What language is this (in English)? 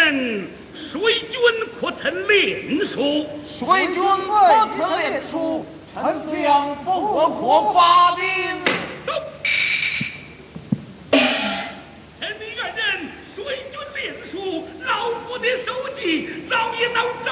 Chinese